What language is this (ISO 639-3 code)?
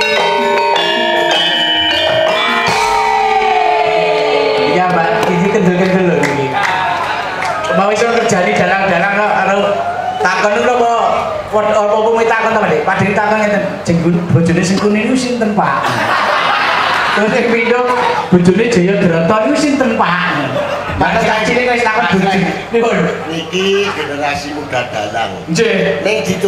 jav